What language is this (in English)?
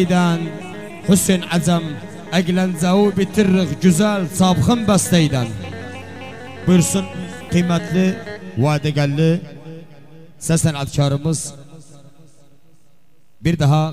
Turkish